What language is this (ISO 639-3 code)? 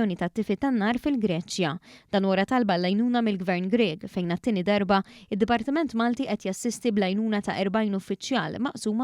mlt